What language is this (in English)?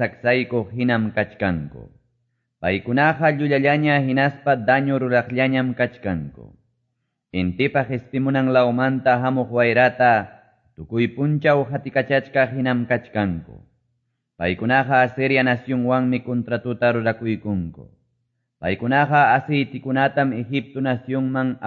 Quechua